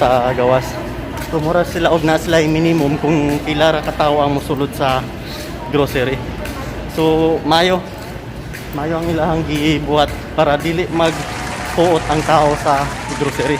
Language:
Cebuano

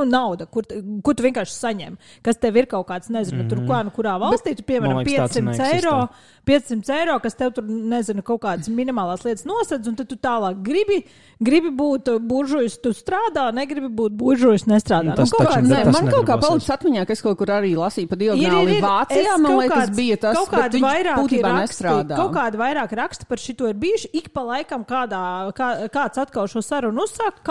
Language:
Latvian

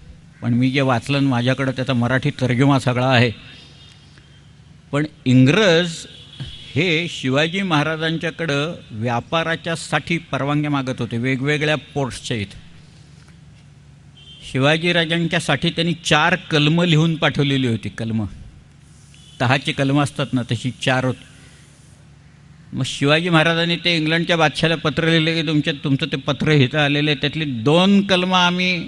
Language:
Marathi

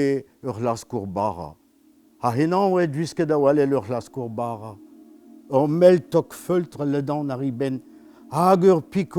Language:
Breton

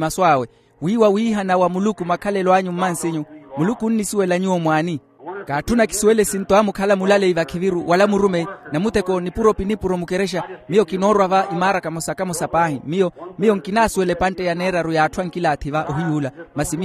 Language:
Makhuwa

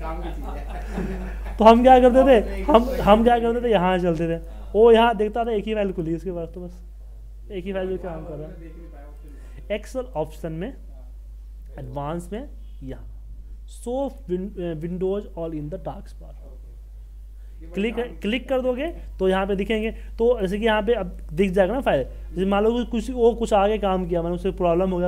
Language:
Hindi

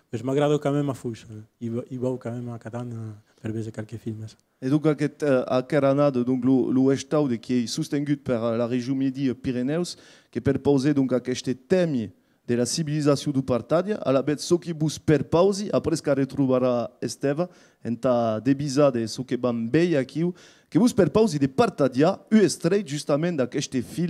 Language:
Occitan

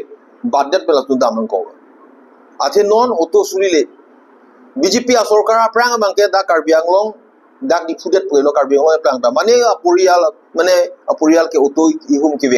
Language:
Karbi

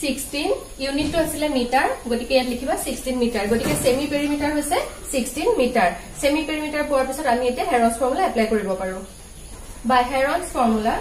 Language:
Assamese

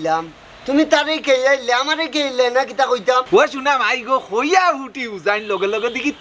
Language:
Sylheti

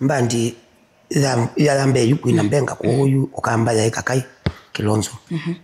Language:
Kamba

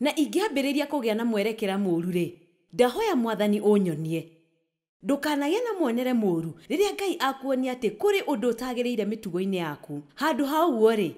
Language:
Kikuyu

